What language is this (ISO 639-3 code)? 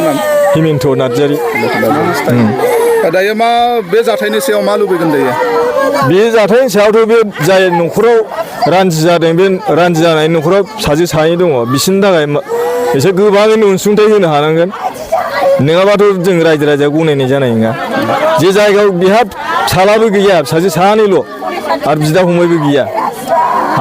brx